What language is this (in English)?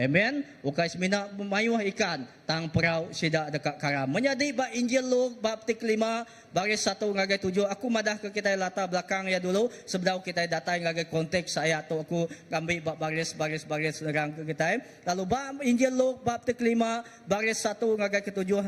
Iban